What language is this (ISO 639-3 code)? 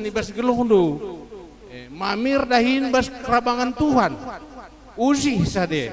btx